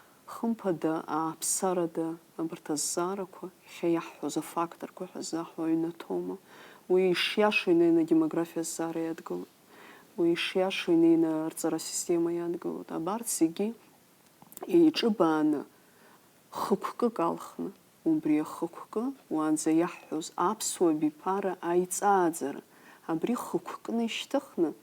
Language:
Abkhazian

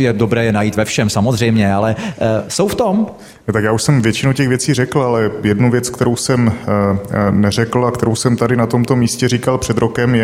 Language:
Czech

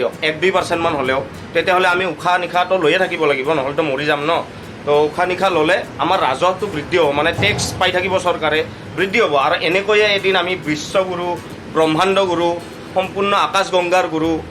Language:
Assamese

